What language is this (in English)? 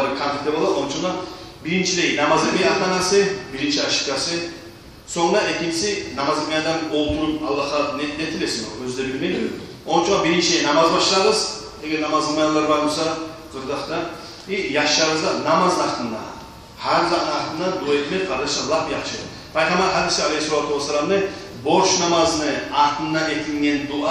Kumyk